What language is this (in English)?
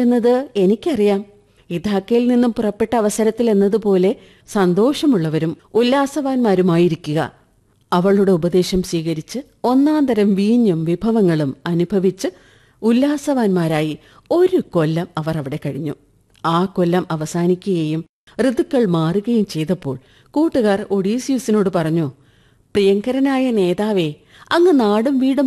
Malayalam